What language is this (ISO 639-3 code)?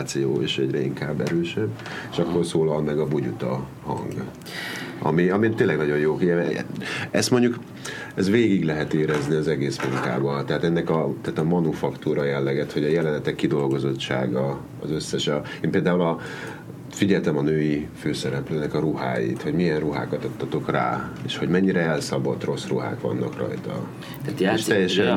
hun